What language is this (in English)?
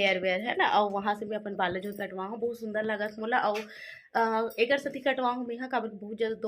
Chhattisgarhi